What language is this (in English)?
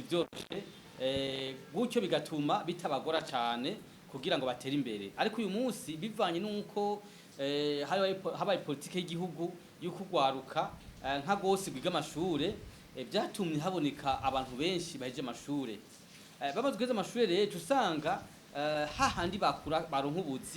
Rundi